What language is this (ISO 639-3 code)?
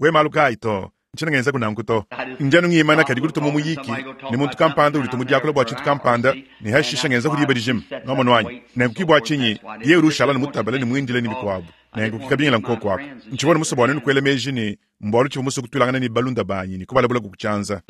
lua